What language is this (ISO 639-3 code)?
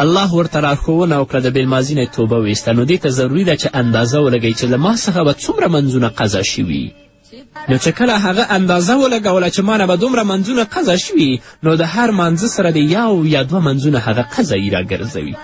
pus